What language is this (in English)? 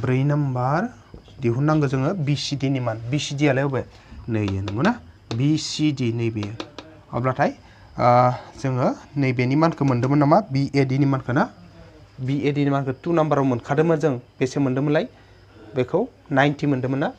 Bodo